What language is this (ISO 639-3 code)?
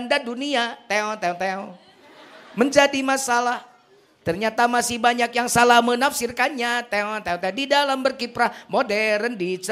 sun